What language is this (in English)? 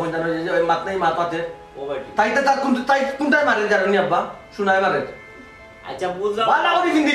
Sylheti